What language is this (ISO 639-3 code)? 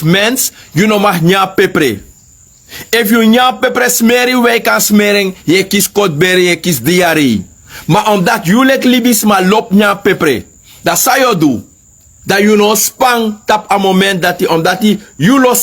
srn